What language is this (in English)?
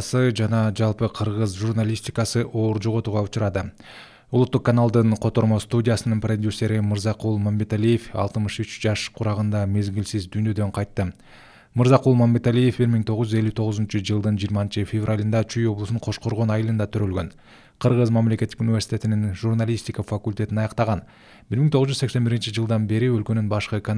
Kyrgyz